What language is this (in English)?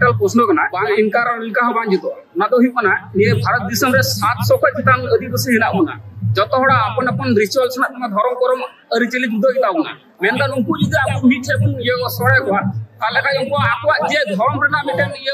Santali